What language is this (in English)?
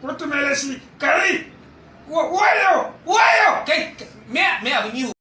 Hausa